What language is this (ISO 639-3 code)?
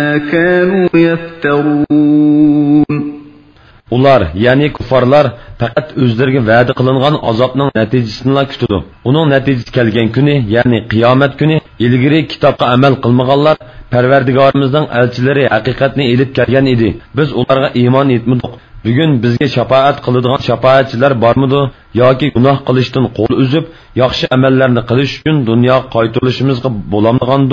uig